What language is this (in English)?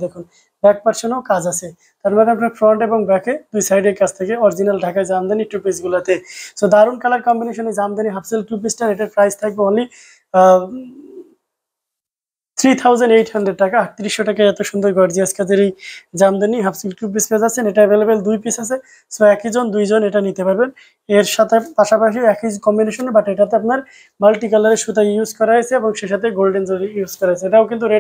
Bangla